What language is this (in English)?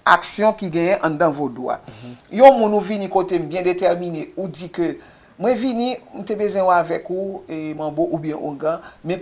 Haitian Creole